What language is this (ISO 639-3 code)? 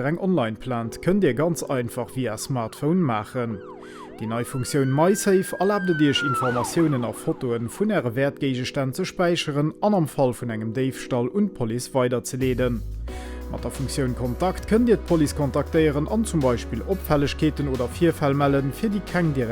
ltz